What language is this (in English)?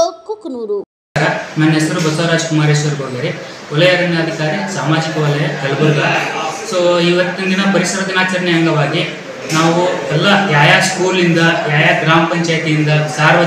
Kannada